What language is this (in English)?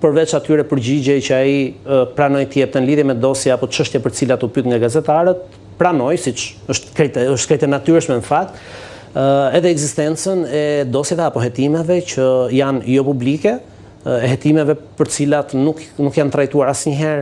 Albanian